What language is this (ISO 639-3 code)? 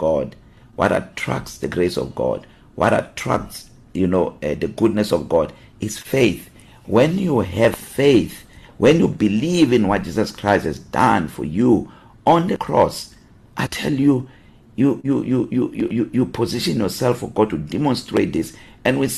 eng